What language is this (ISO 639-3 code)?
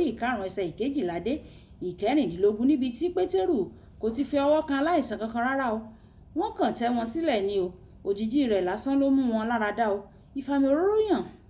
yor